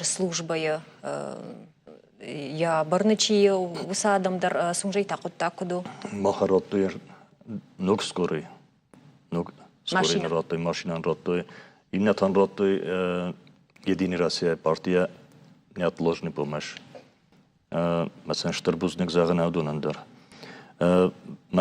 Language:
Ossetic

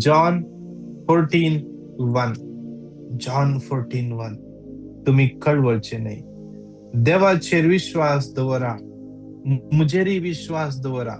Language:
Konkani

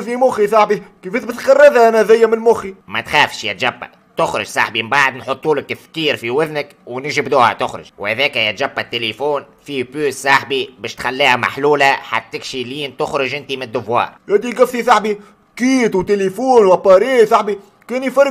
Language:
Tunisian Arabic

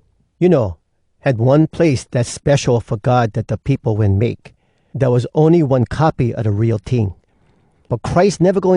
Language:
Hawai'i Creole English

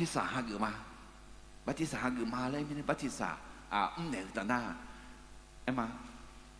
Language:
Akha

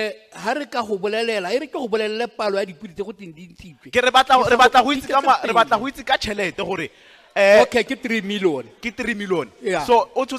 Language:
Tswana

